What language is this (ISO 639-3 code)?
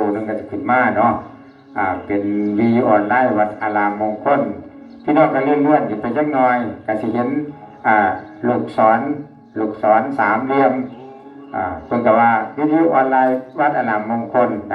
tts